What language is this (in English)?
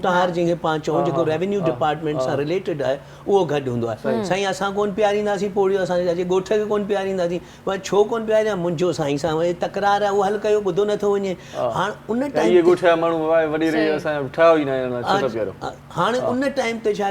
Sindhi